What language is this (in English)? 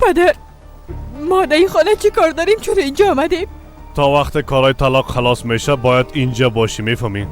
Persian